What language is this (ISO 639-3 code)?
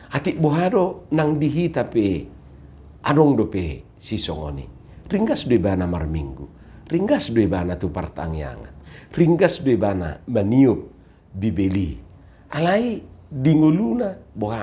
bbc